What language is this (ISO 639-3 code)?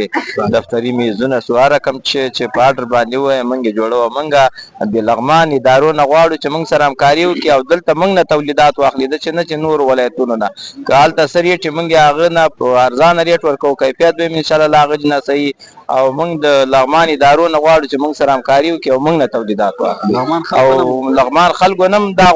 pus